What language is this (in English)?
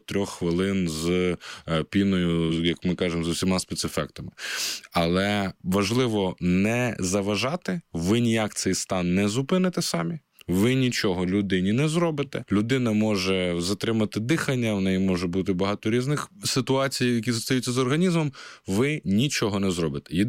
Ukrainian